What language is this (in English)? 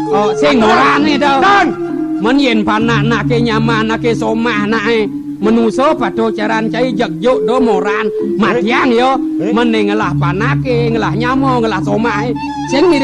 Balinese